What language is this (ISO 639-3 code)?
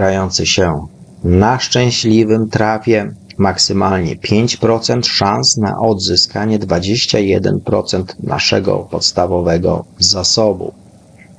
pol